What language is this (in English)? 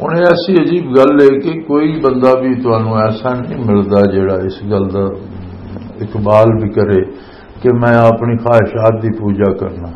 Western Panjabi